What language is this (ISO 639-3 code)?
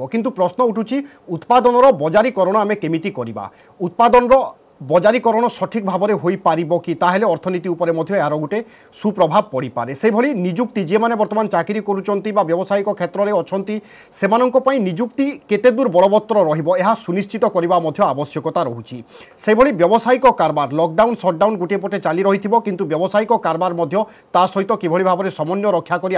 ori